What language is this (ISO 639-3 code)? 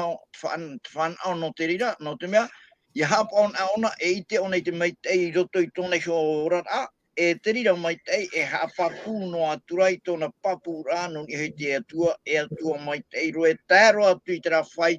tah